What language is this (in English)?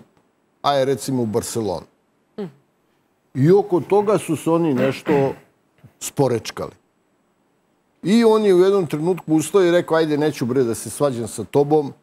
Serbian